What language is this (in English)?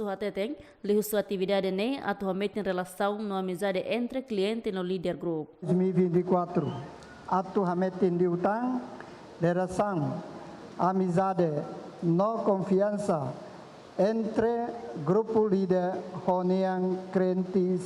Tetum